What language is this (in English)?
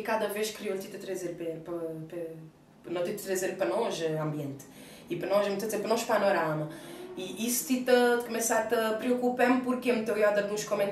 Kabuverdianu